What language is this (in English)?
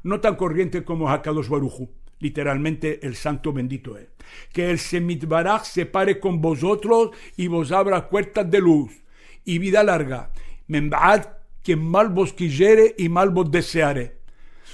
Ladino